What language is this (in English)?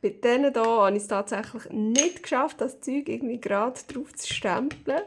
Swiss German